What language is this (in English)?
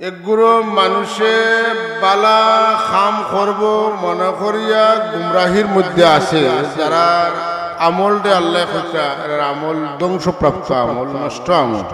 Sylheti